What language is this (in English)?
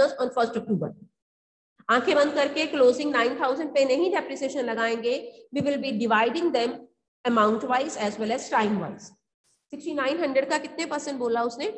Hindi